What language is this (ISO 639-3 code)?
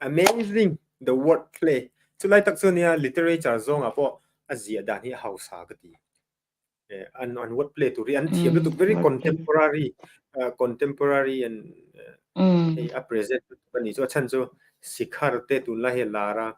lus